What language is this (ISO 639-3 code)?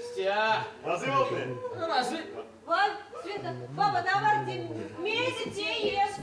myv